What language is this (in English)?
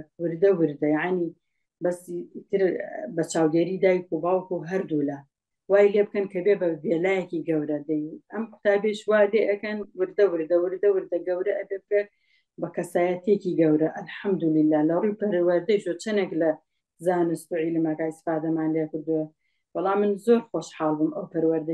Central Kurdish